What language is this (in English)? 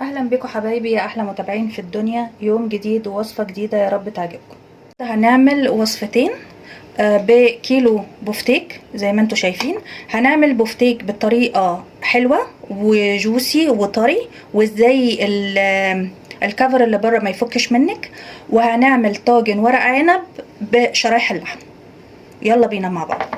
Egyptian Arabic